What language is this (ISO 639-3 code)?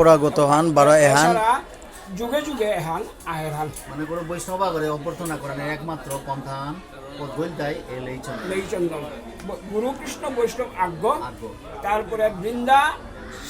bpy